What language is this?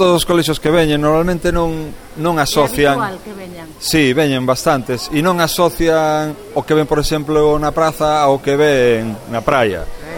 Galician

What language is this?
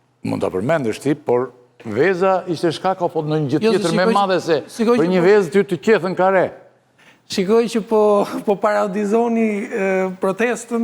Albanian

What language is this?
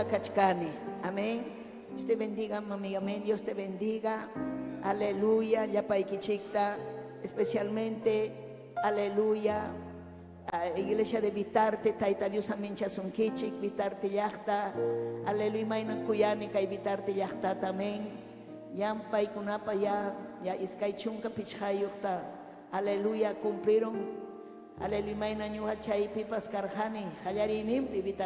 Ayacucho Quechua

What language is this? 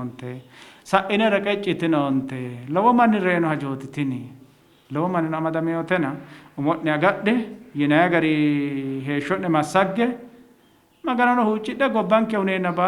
Sidamo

